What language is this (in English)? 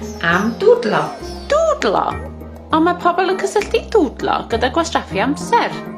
Welsh